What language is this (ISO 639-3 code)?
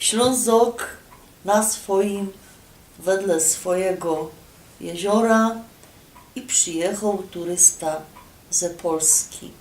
szl